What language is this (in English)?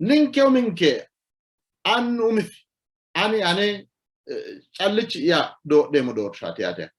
Sidamo